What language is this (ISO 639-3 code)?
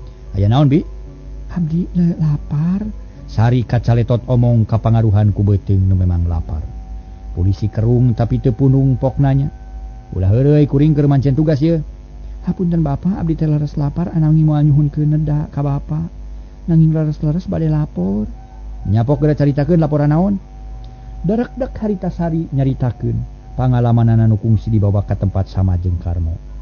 sun